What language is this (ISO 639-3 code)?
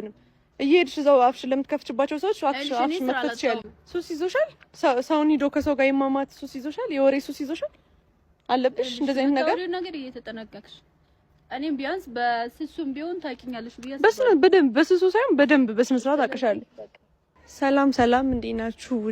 amh